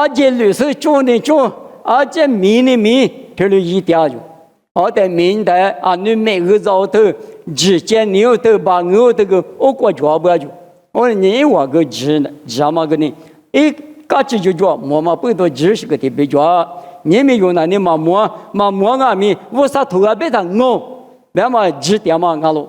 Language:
Lisu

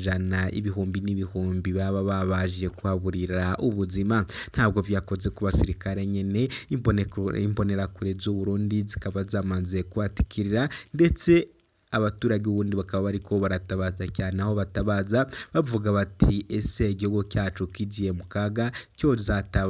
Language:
Rundi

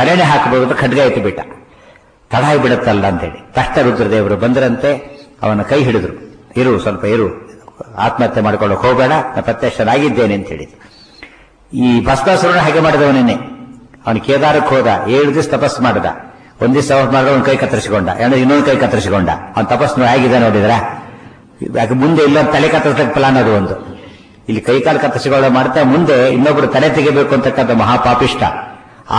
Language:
Kannada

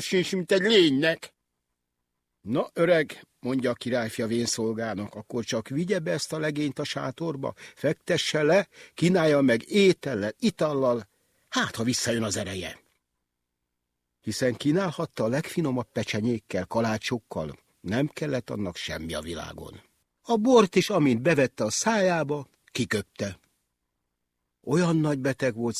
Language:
Hungarian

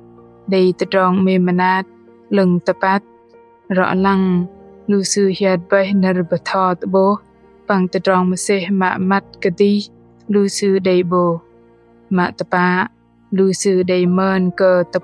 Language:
Bahnar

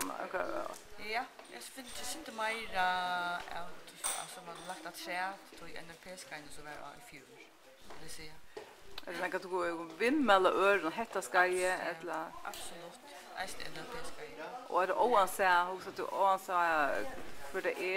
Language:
Faroese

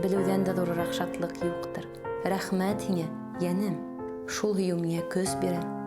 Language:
Bashkir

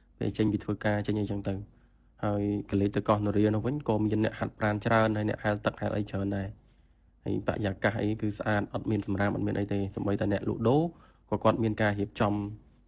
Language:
Khmer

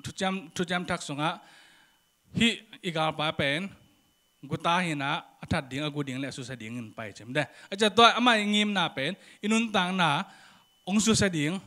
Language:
Tedim Chin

